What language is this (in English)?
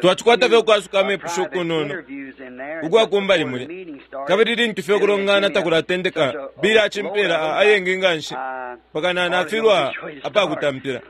Bemba